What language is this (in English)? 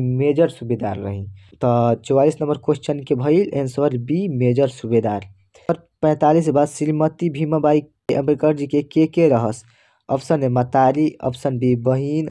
Bhojpuri